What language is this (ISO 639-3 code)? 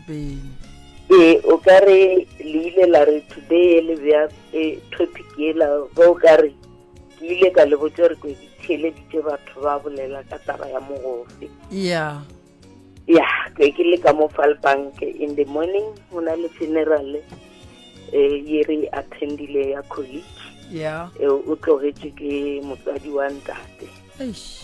nso